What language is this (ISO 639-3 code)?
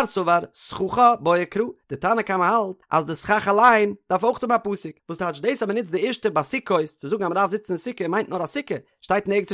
yid